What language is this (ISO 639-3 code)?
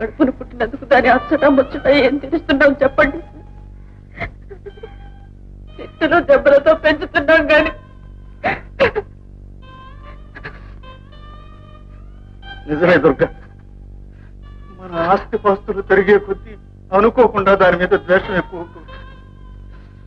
tel